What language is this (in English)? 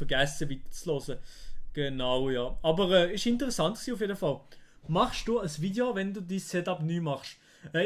Swiss German